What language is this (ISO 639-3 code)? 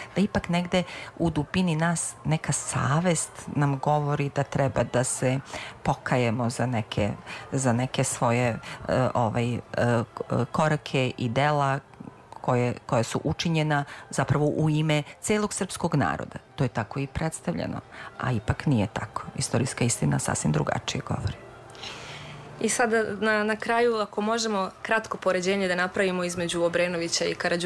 srp